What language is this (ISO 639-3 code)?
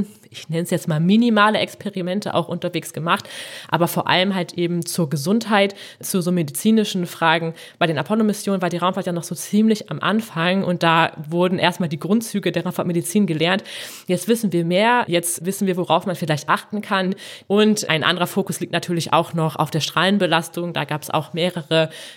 deu